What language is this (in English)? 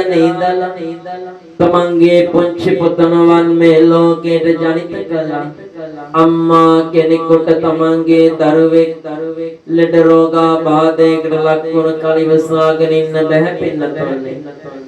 Sinhala